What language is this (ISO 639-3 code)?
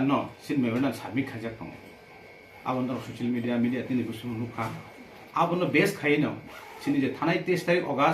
trp